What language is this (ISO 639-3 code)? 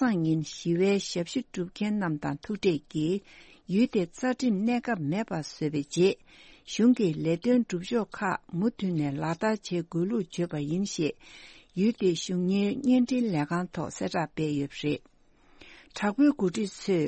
bod